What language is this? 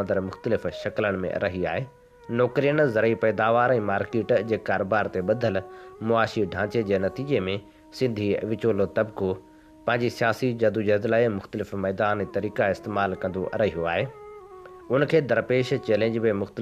Sindhi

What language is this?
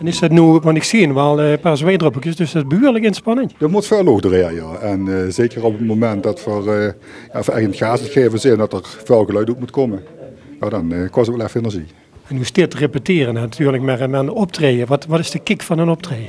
Limburgish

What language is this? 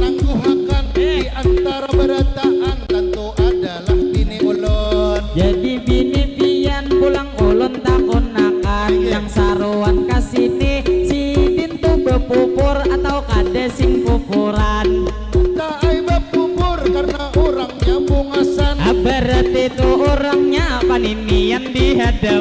Banjar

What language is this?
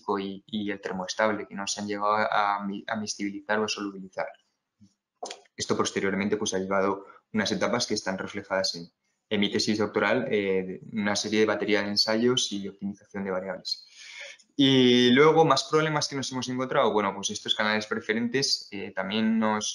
Spanish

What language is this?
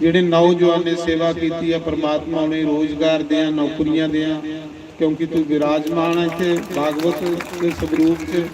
Dogri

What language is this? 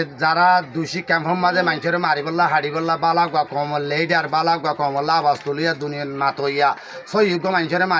Rohingya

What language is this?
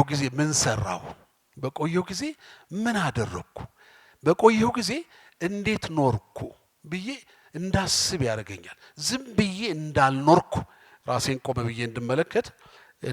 Amharic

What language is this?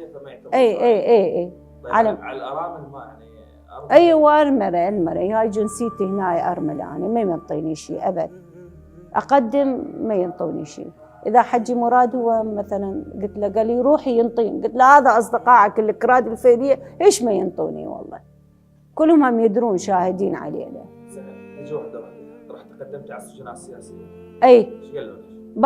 Mesopotamian Arabic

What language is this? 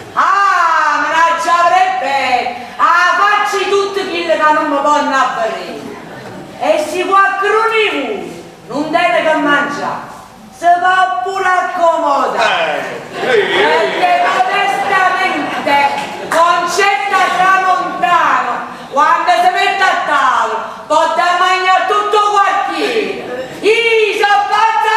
Neapolitan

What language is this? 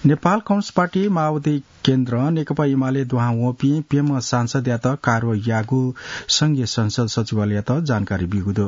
Newari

